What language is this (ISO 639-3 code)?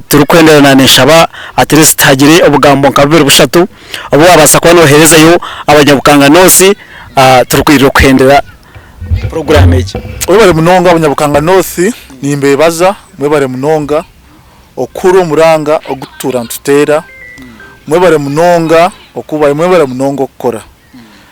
nyn